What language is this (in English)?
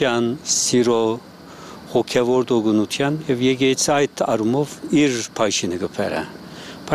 Armenian